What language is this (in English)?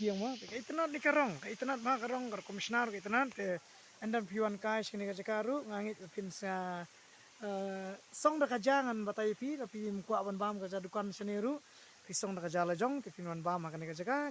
Khasi